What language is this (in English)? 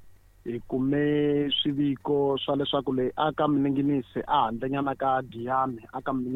Tsonga